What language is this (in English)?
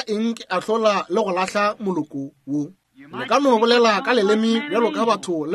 Northern Sotho